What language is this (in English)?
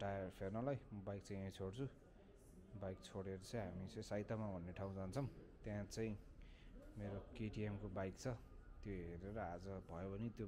Nepali